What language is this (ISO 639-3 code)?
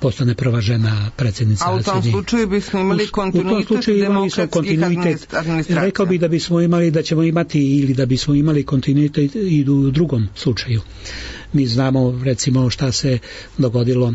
srp